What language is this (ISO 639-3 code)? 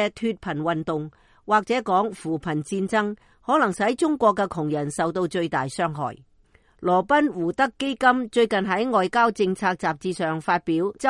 yue